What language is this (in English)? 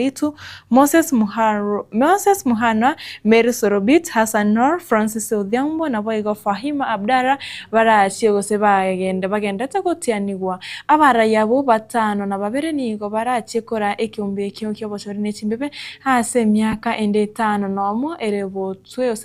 Gusii